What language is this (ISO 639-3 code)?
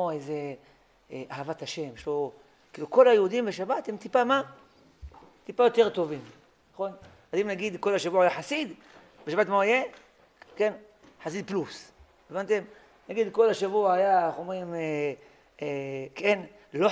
heb